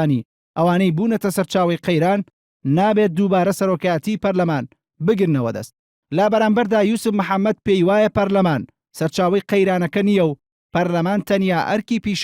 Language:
Central Kurdish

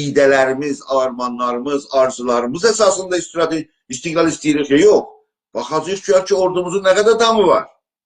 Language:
South Azerbaijani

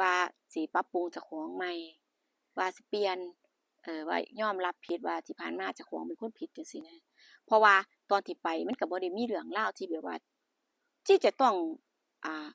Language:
Northeastern Thai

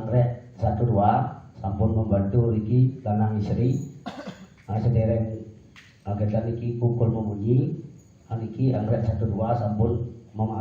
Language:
Balinese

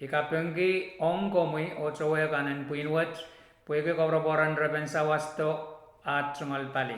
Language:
Pohnpeian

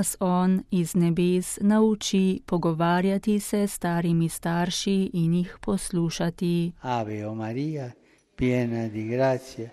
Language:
Slovenian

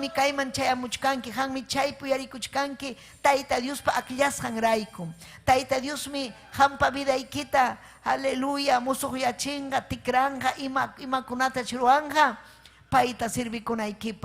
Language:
Ayacucho Quechua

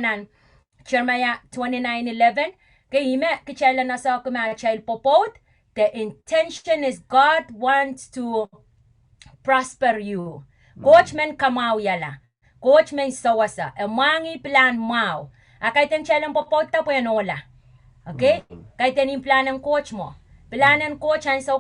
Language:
Pohnpeian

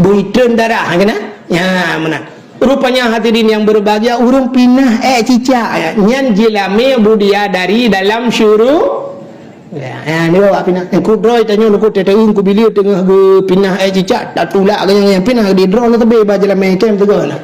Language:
Achinese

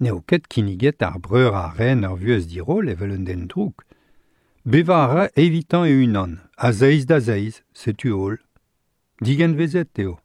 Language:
Breton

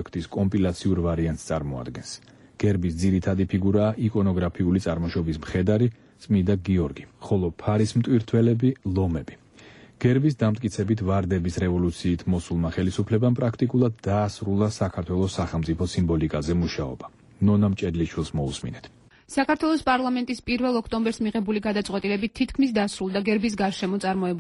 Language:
Georgian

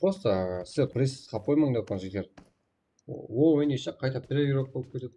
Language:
Kara-Kalpak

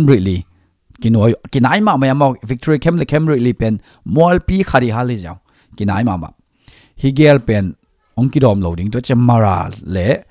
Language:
Tedim Chin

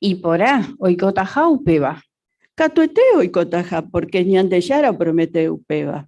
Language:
Guarani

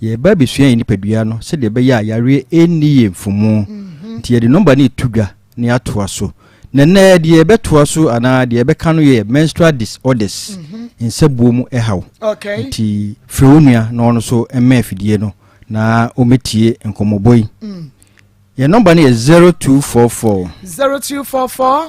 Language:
Akan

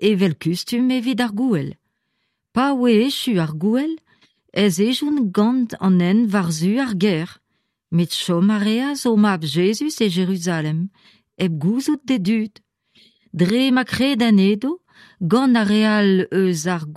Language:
Breton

